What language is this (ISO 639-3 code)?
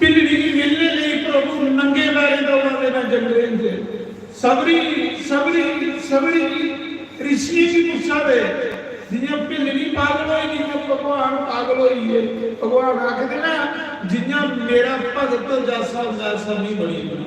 doi